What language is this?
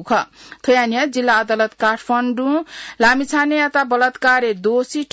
Newari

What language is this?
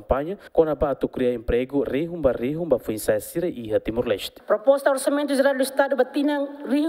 Tetum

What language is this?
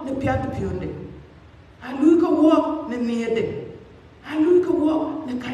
Dinka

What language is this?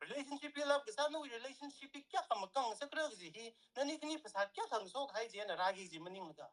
Tangkhul Naga (India)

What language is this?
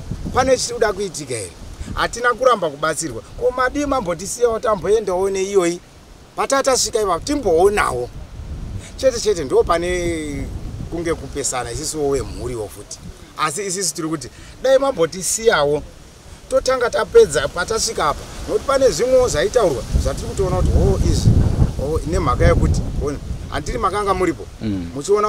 Shona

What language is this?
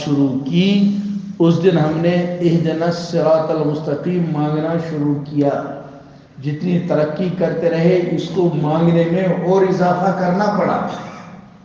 Urdu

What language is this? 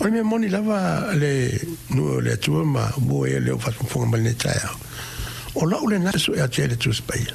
Samoan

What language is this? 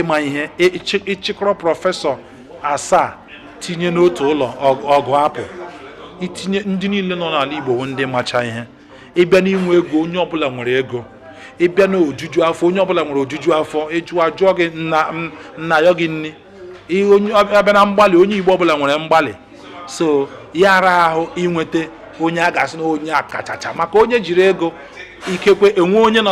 Igbo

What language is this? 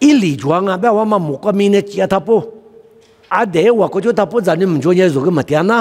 Lisu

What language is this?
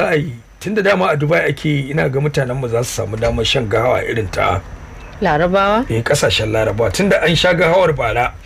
Hausa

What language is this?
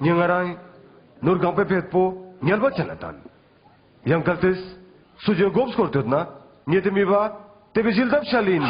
Ladakhi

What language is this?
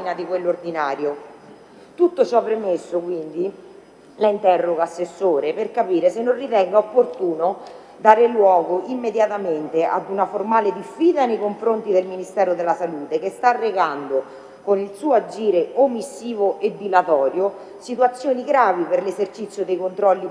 Italian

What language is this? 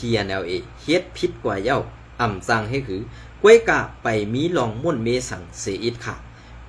Shan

